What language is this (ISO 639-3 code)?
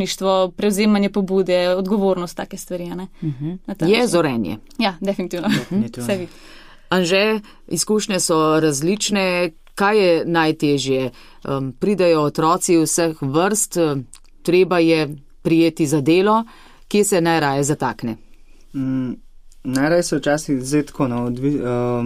slv